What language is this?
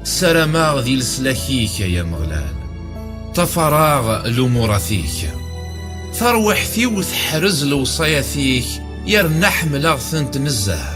Kabyle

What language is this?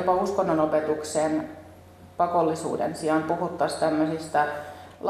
Finnish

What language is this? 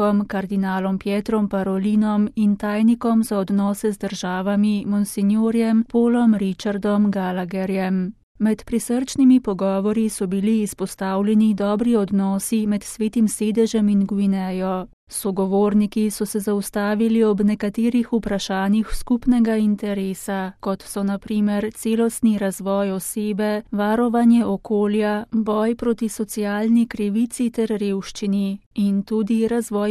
Slovenian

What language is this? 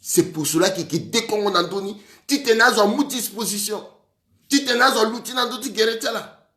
Sango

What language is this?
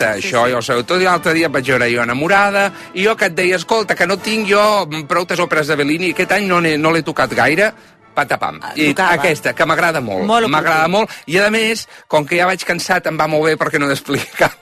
Catalan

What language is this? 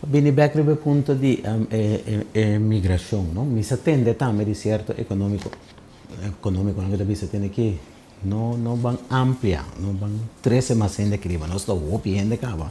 Papiamento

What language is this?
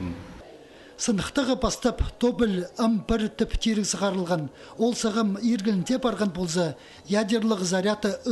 Khakas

